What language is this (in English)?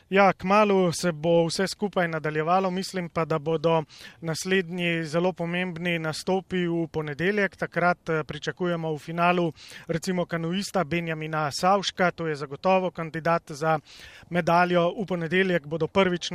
Slovenian